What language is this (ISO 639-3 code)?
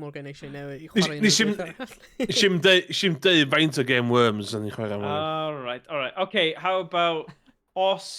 cym